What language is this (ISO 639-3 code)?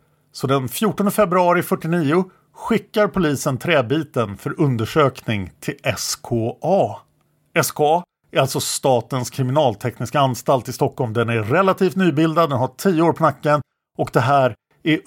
swe